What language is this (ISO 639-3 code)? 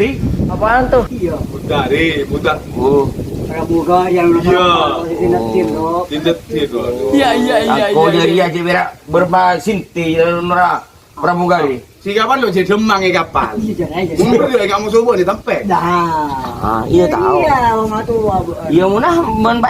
mad